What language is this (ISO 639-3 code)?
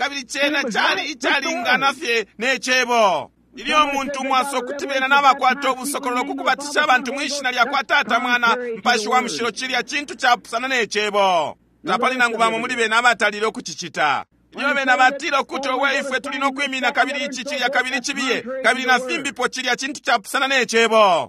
bem